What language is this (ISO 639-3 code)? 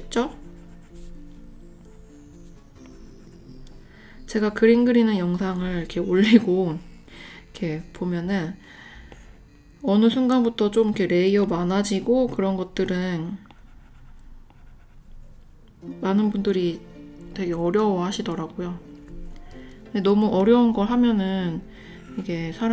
kor